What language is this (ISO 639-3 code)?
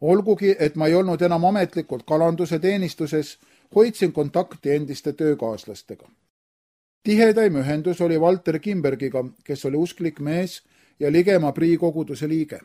est